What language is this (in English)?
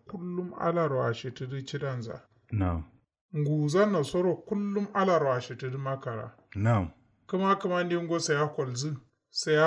Kanuri